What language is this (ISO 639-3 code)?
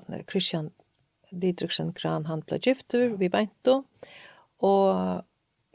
fao